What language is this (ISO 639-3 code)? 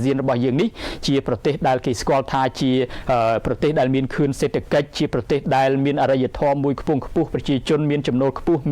khm